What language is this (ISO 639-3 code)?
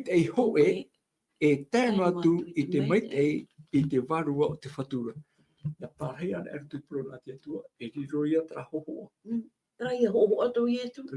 tah